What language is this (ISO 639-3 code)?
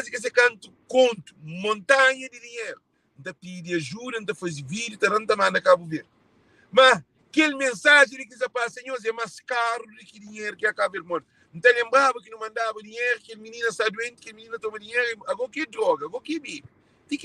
kea